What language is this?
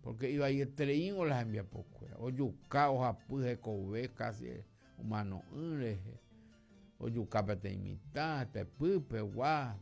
Guarani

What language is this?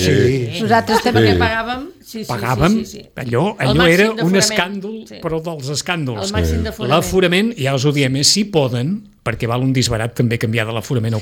Catalan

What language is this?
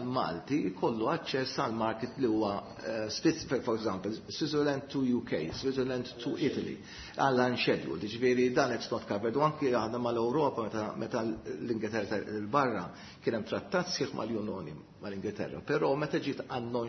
Maltese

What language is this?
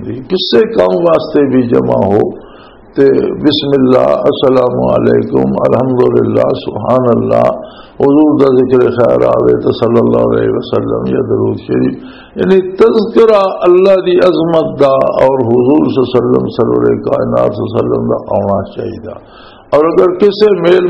Western Panjabi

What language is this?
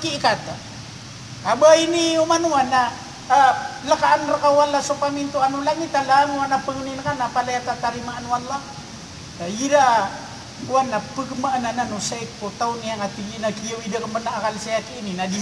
Maranao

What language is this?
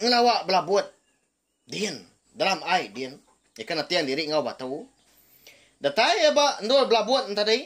Iban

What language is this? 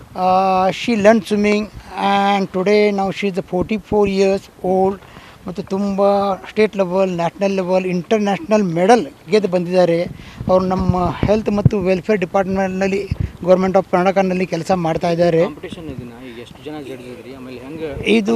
Kannada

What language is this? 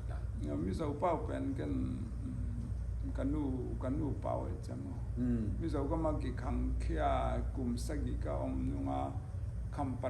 Tedim Chin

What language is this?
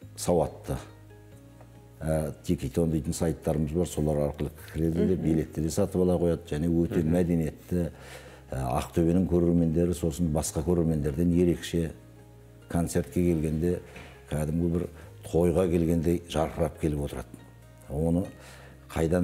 Kazakh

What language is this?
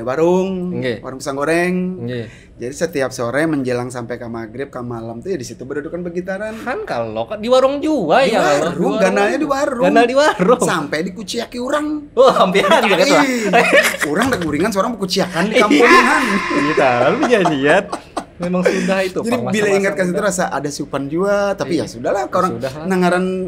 Banjar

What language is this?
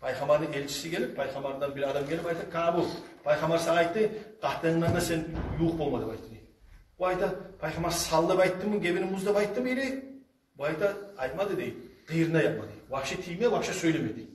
Kumyk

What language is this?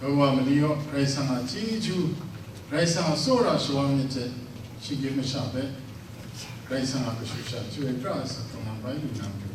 Kachin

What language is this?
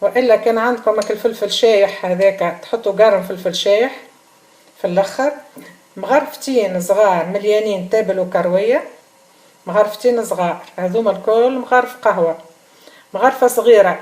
Tunisian Arabic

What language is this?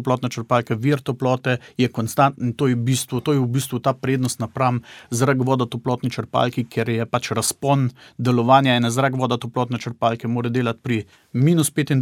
Slovenian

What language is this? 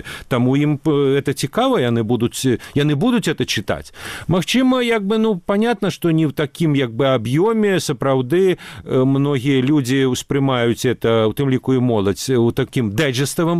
Belarusian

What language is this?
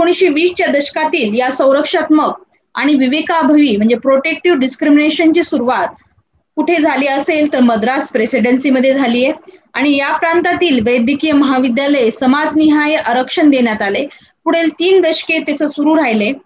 Marathi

